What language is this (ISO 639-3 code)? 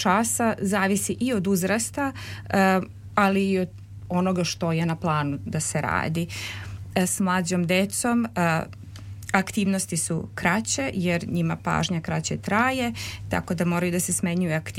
srp